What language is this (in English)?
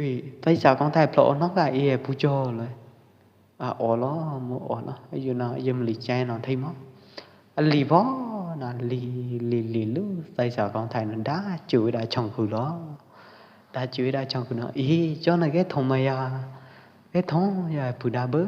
Pwo Eastern Karen